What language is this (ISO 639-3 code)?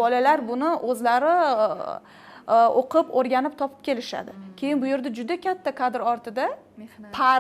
uzb